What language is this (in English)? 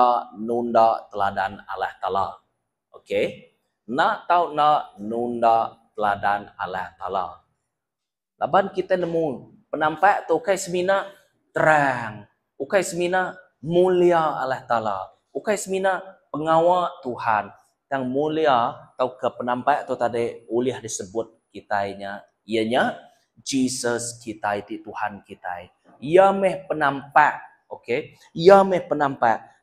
Iban